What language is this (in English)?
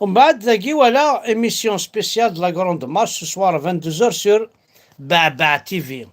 Kabyle